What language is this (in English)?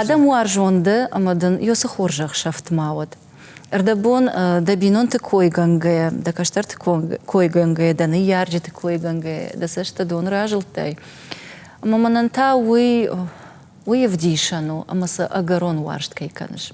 Ossetic